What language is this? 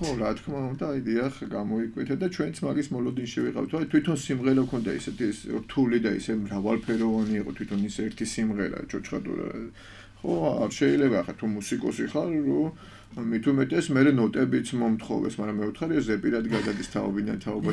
Georgian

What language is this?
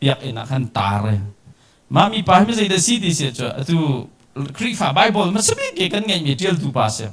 Hakha Chin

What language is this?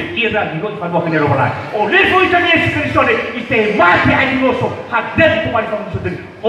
Nias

